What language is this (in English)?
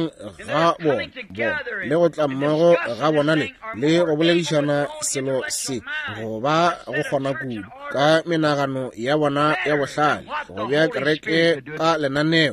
Northern Sotho